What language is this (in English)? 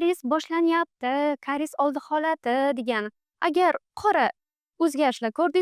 Uzbek